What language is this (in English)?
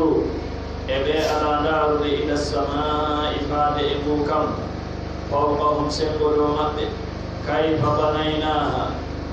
Pular